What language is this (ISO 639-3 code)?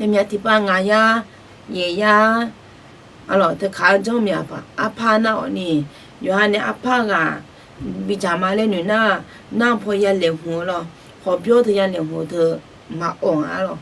ahk